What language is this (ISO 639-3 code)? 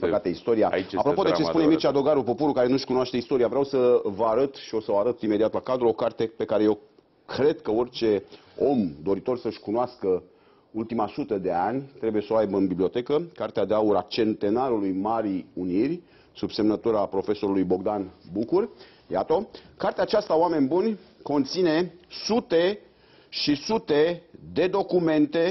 ron